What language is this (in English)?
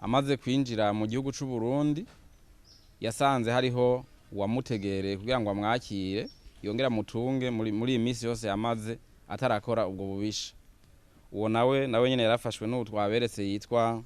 Rundi